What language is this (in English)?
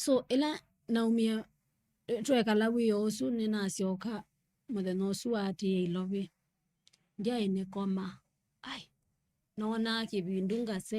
Kamba